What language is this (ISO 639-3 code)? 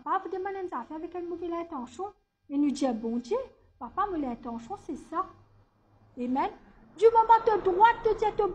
mfe